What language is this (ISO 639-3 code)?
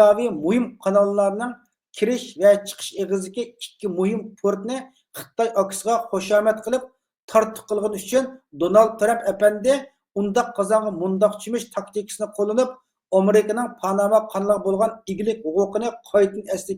uig